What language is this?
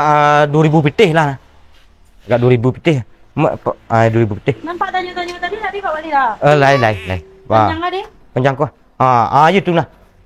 Minangkabau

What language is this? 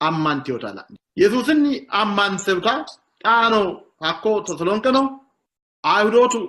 Sidamo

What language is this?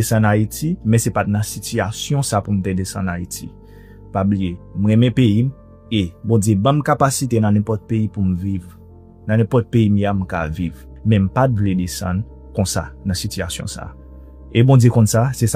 Haitian Creole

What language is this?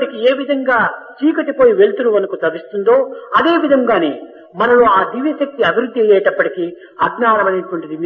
Telugu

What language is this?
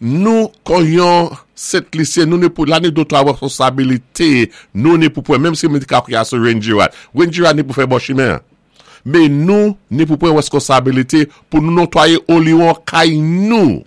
Saint Lucian Creole French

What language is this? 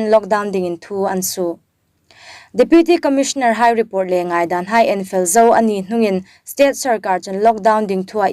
Hmar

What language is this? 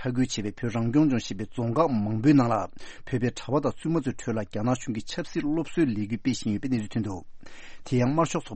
Tibetan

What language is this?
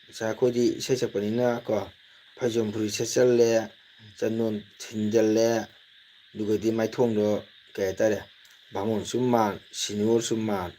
Manipuri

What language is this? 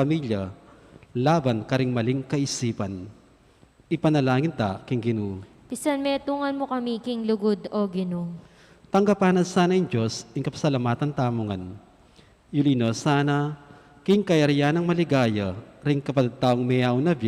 Pampanga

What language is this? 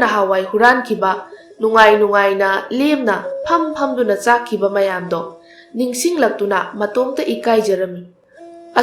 Manipuri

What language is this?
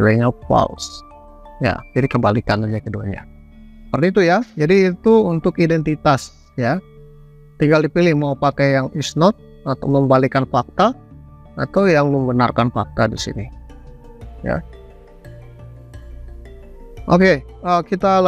Indonesian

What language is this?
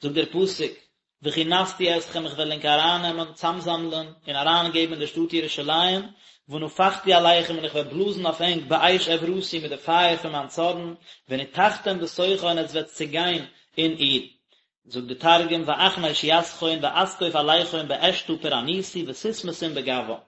Yiddish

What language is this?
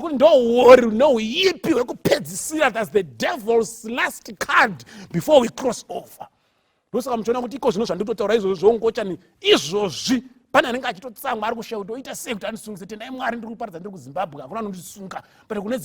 Shona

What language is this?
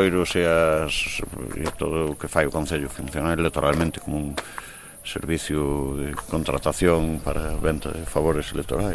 Galician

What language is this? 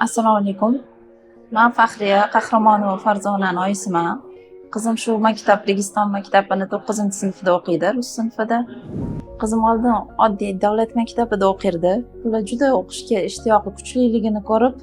Uzbek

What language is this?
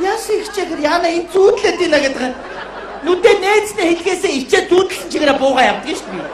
Mongolian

